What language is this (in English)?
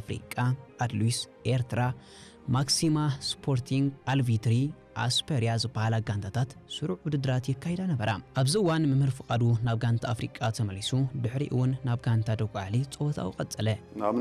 Tigrinya